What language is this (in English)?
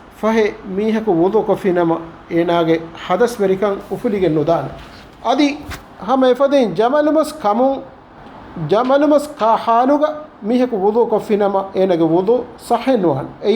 Divehi